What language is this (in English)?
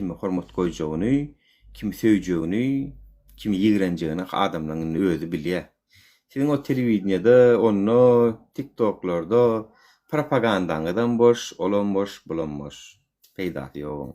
Turkmen